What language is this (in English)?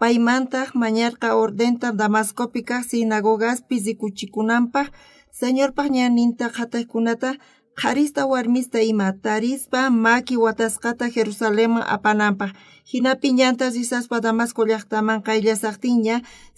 South Bolivian Quechua